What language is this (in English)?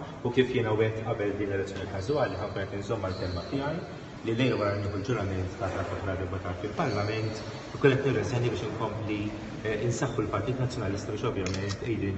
Maltese